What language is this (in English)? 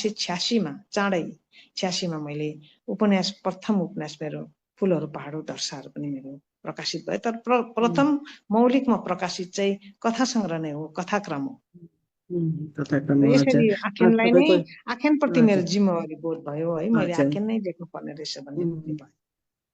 Nepali